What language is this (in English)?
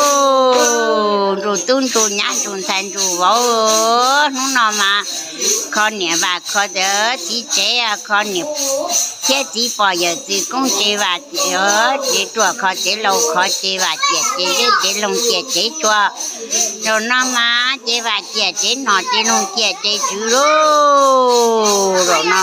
Hmong